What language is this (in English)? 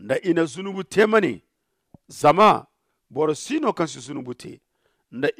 Zarma